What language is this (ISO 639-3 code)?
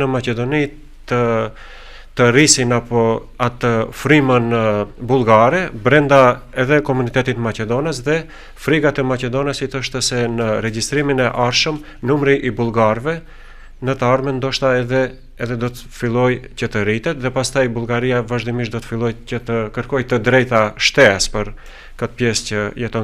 sqi